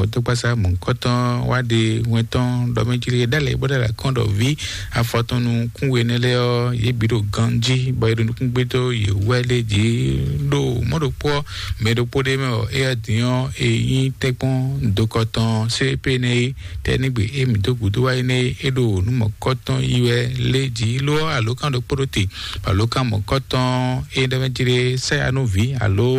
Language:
Fon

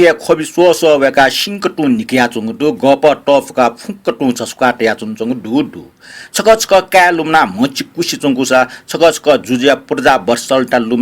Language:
Newari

